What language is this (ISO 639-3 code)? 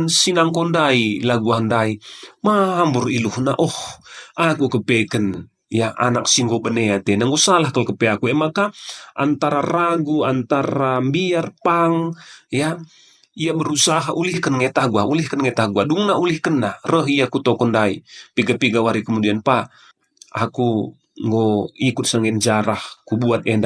btx